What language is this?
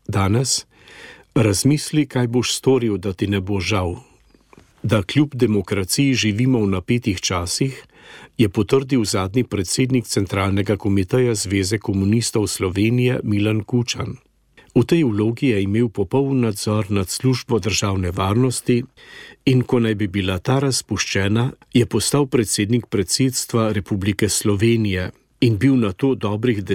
Slovenian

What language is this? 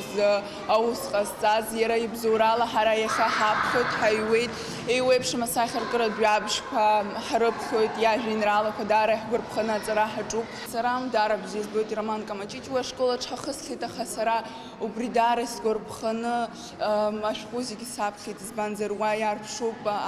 Abkhazian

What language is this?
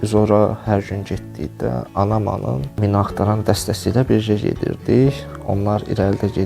Azerbaijani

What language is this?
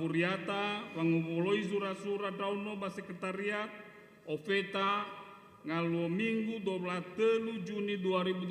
Nias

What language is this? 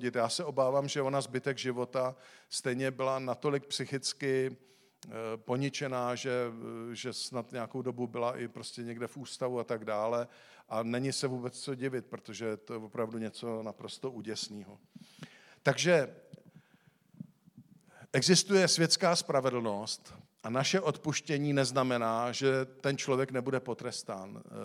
Czech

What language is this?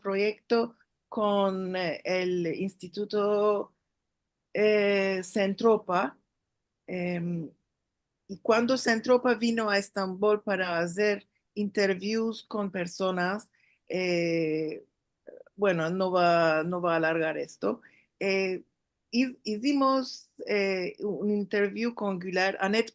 Ladino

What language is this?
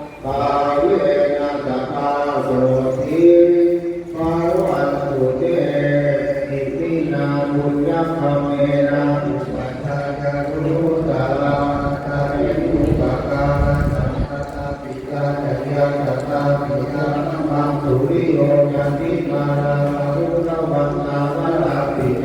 Pali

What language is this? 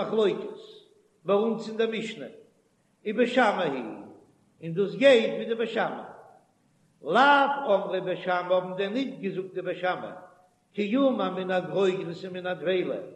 Yiddish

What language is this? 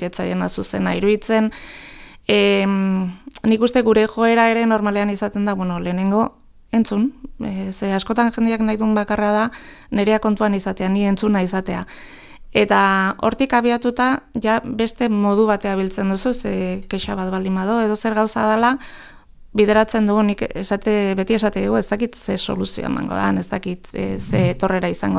Basque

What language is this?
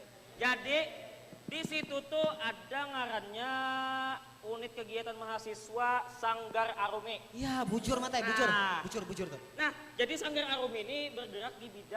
Banjar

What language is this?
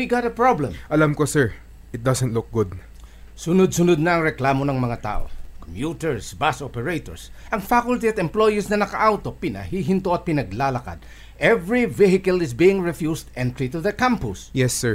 Filipino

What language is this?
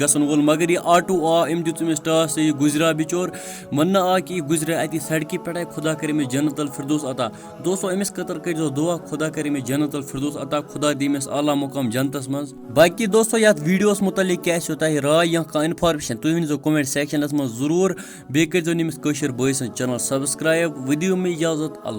Kashmiri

